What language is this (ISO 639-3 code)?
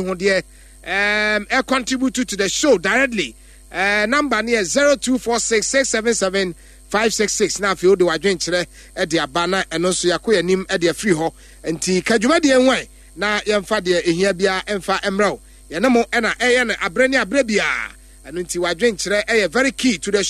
aka